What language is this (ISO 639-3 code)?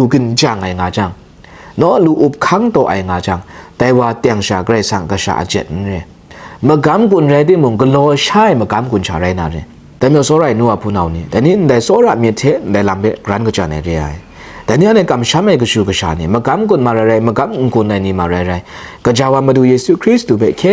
kac